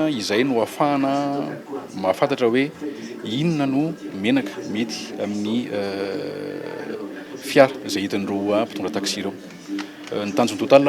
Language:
Malagasy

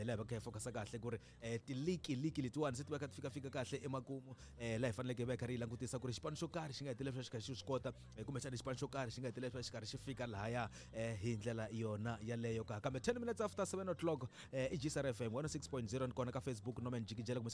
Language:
Tsonga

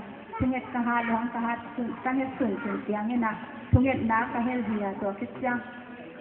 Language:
Tedim Chin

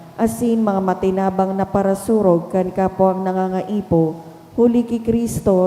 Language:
Bikol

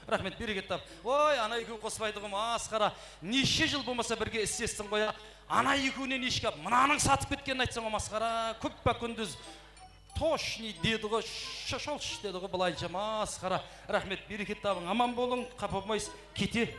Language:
Kara-Kalpak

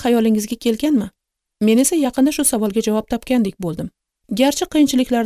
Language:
Uzbek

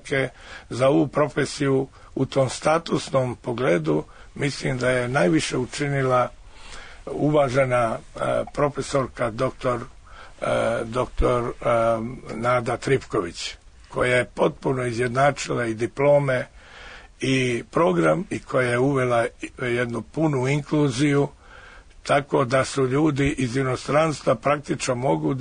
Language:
Serbian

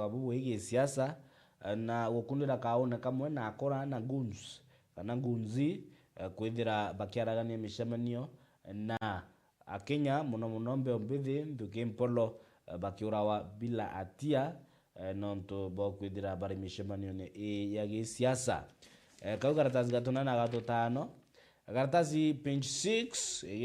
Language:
Meru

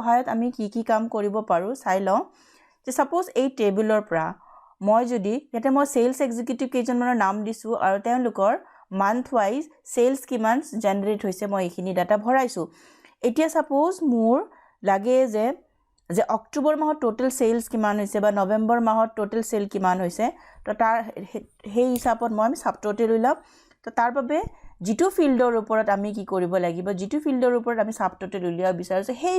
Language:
Assamese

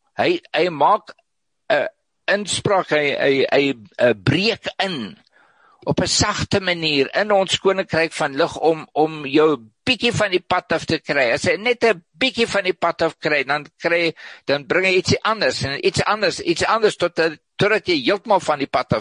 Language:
Afrikaans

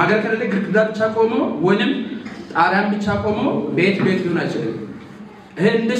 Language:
Amharic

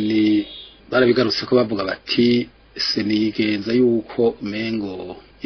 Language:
Rundi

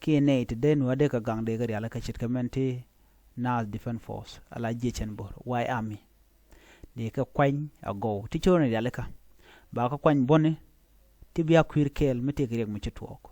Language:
Nuer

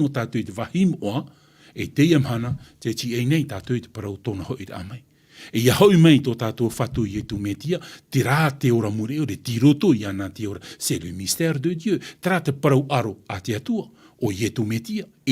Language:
Tahitian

